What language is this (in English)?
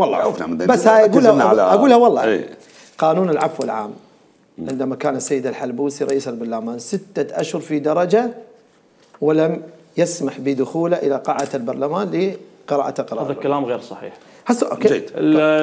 Mesopotamian Arabic